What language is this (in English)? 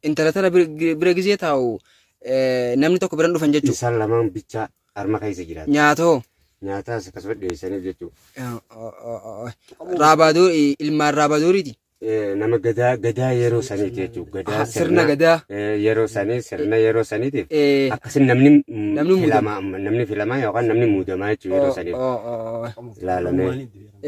Oromo